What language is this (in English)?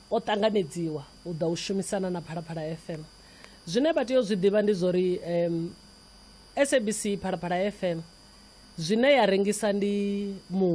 Venda